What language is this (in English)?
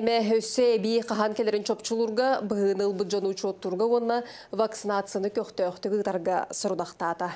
Yakut